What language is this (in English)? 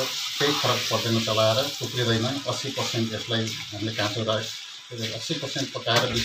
Nepali